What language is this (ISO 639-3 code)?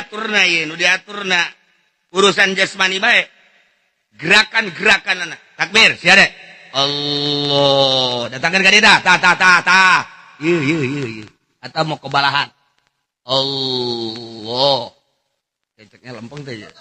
sun